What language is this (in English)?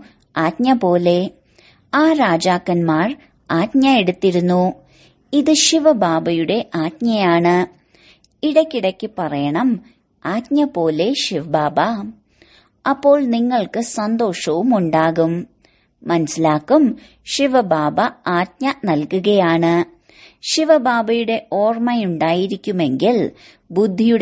Malayalam